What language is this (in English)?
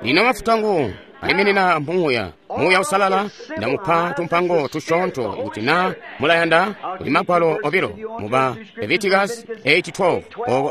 Tonga (Zambia)